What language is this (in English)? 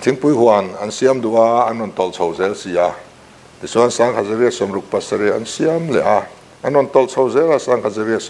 Mizo